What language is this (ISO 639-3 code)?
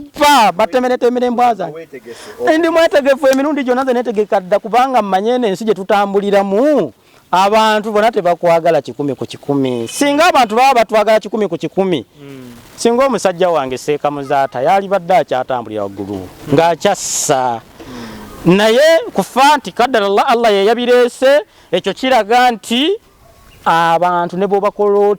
lug